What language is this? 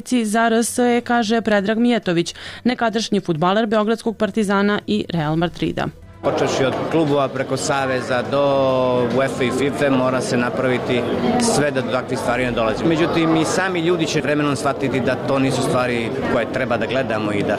Serbian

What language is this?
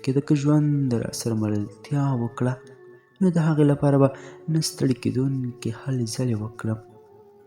Pashto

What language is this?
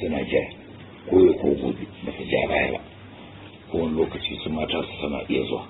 Hausa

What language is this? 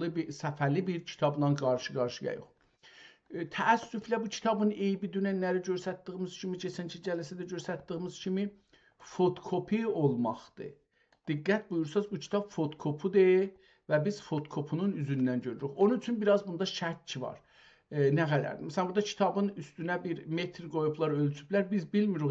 South Azerbaijani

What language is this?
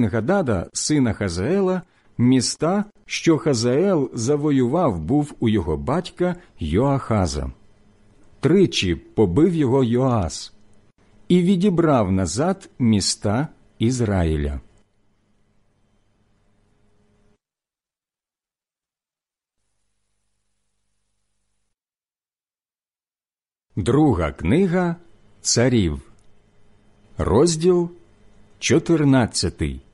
Ukrainian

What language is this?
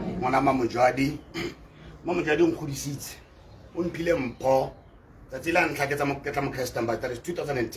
Tswana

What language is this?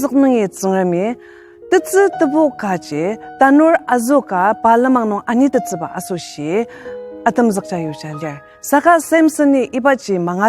Ao Naga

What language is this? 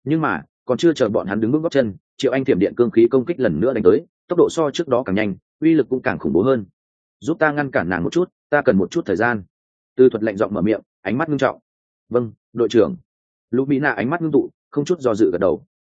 Vietnamese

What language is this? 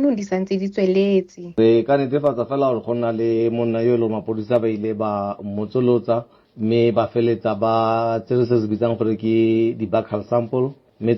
Tswana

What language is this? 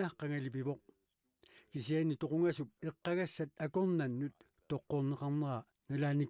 Kalaallisut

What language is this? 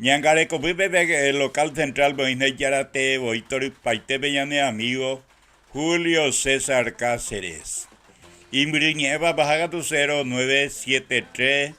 Guarani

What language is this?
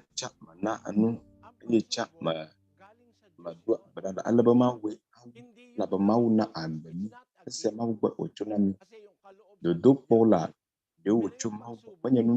Ewe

